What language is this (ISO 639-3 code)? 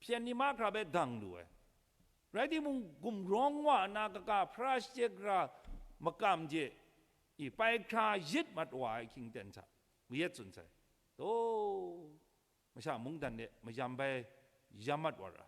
kac